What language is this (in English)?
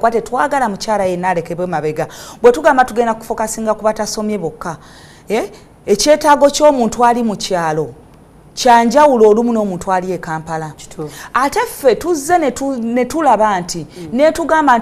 Ganda